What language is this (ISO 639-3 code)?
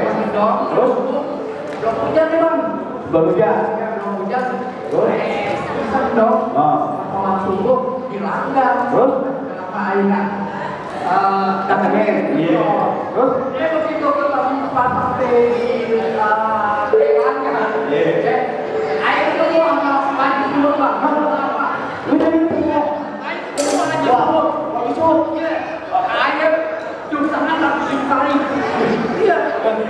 bew